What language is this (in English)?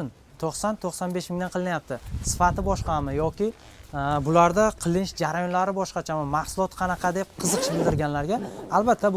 Uzbek